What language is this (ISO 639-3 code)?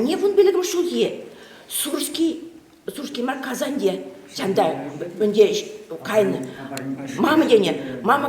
chv